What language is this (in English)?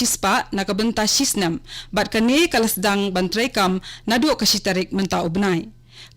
Khasi